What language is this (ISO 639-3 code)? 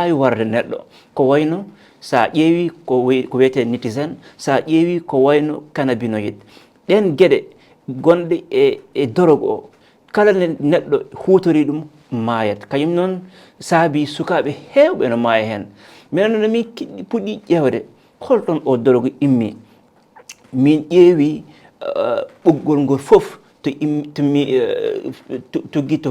ful